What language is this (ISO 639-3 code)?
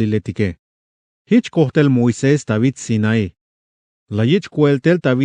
tzh